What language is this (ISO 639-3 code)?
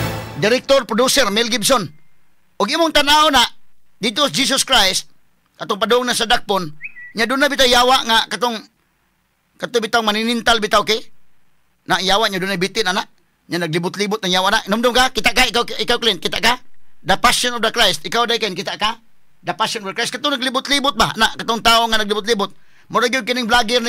ceb